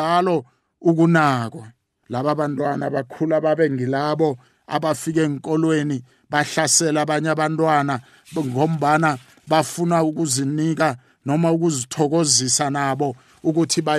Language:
South Ndebele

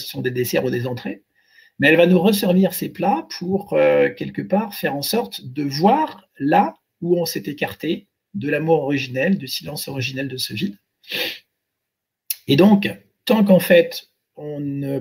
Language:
French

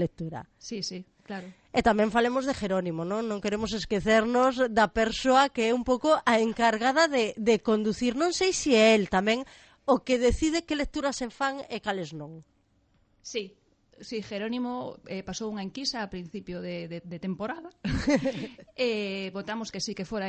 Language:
Galician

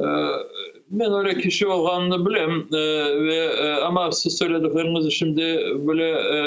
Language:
Crimean Tatar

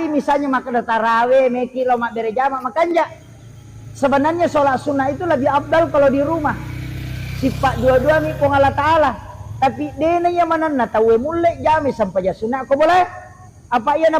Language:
Buginese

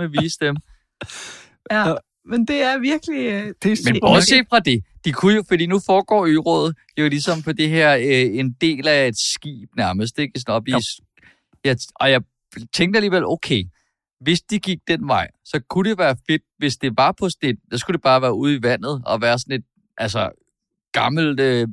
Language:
Danish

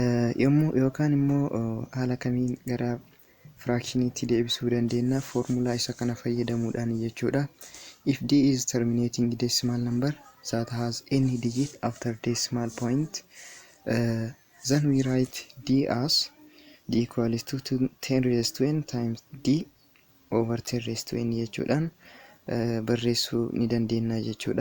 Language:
Oromo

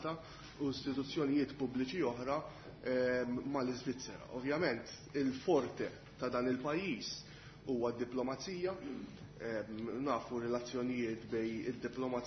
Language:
Maltese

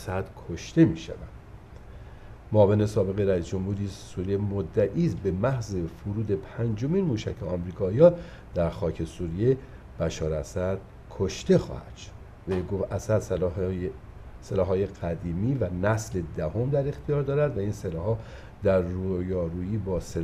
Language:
Persian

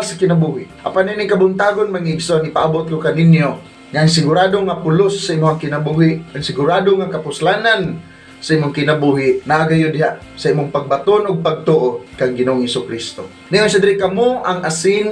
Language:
Cebuano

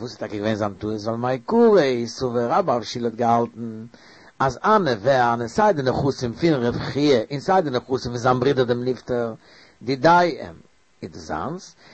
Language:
Yiddish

